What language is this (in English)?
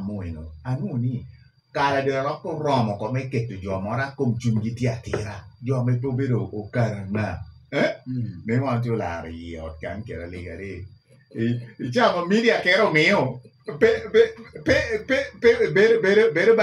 Lango (Uganda)